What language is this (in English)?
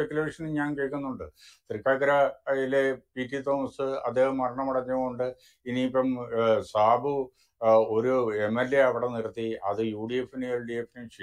Malayalam